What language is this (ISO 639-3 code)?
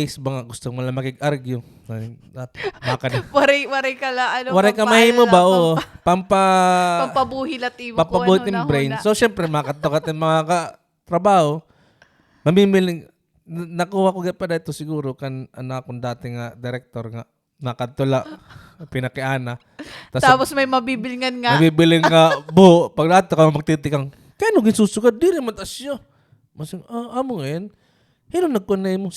war